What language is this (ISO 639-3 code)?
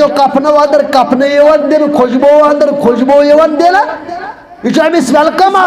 kas